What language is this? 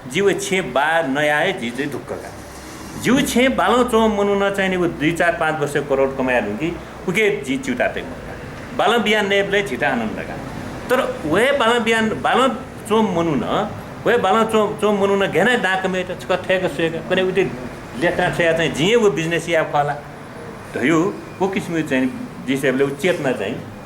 Newari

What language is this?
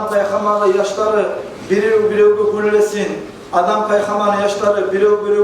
Kumyk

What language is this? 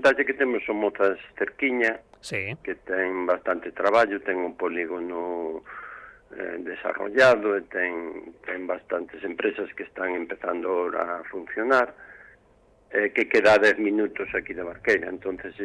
Galician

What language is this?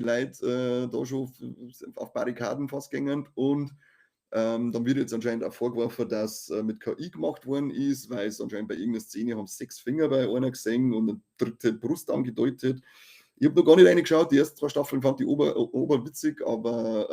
Bavarian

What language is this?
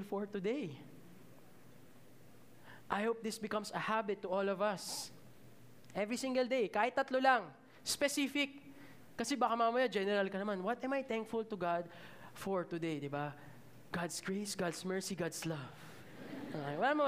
Filipino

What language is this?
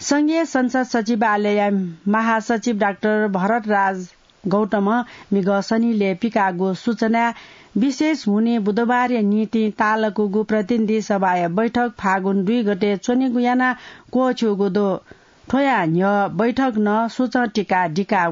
Newari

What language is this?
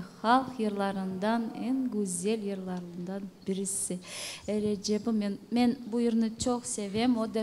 Crimean Tatar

